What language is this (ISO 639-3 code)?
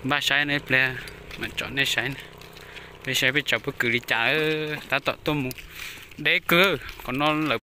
hmn